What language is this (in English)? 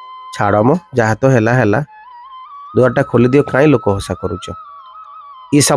Odia